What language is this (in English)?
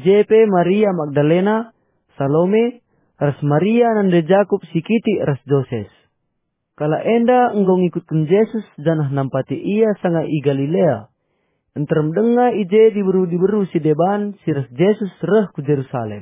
Batak Karo